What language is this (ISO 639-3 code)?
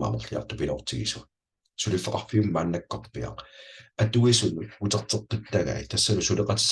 kal